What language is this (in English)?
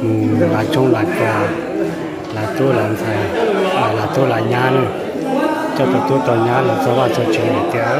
Hmong